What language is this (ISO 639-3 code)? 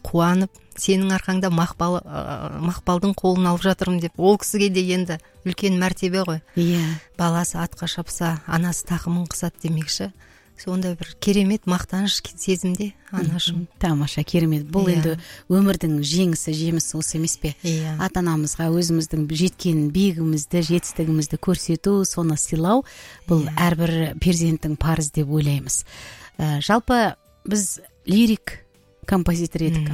kaz